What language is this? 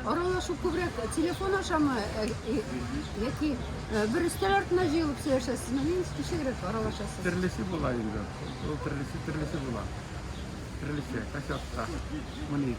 Tatar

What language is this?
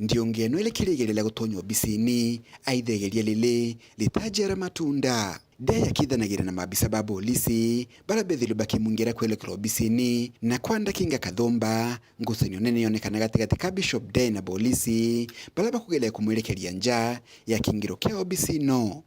Meru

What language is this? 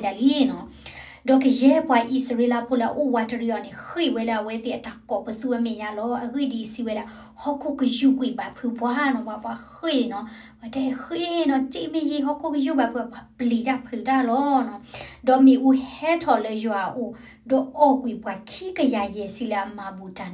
S'gaw Karen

